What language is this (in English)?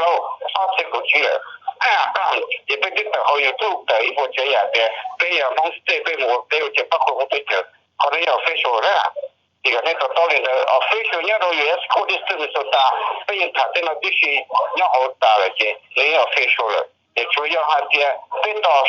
Hmong